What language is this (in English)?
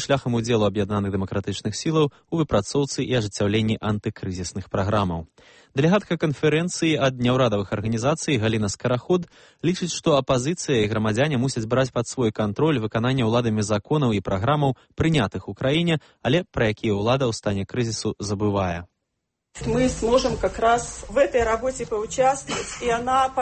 Belarusian